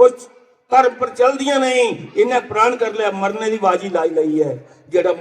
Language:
Dogri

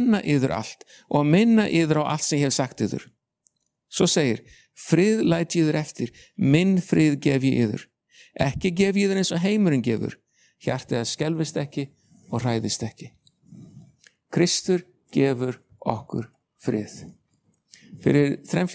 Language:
Icelandic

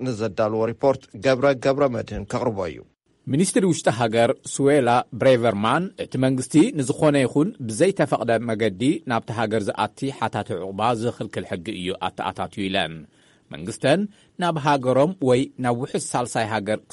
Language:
Tigrinya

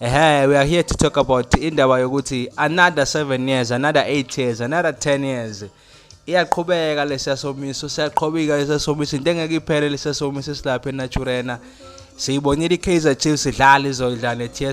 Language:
Zulu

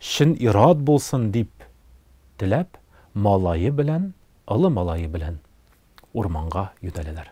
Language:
Tatar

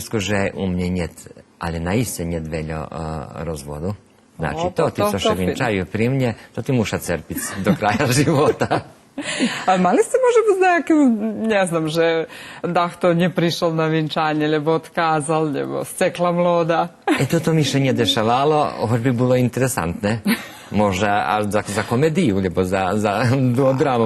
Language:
Rusyn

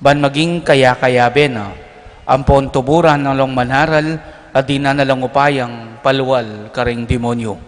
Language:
Pampanga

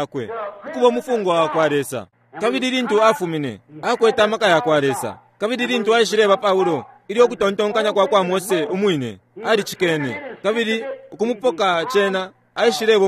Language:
Bemba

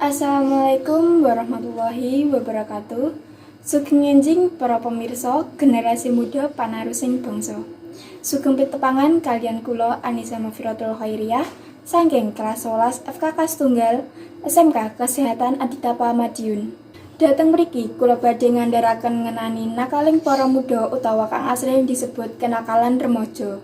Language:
Javanese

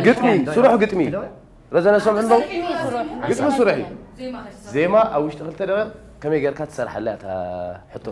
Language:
Tigrinya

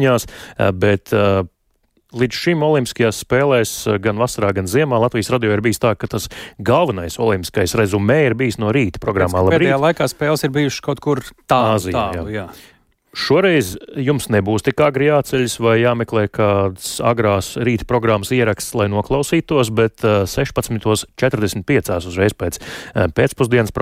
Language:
Latvian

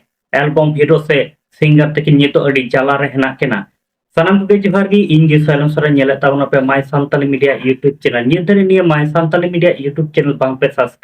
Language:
Santali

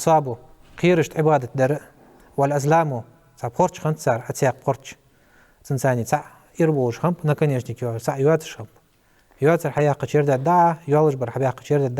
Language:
Ingush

